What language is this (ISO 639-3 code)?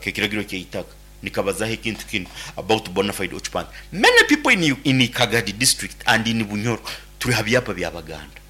nyn